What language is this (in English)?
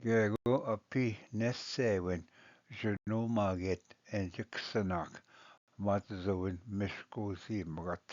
Ojibwa